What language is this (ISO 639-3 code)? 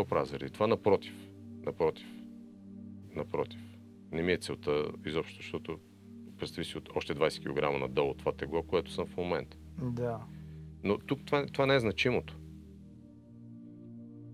bul